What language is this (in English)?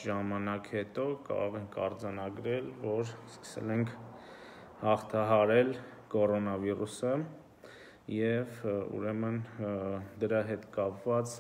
Armenian